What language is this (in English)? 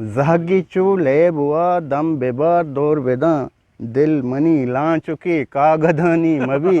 Eastern Balochi